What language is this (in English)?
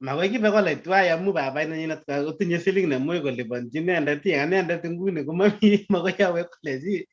Kalenjin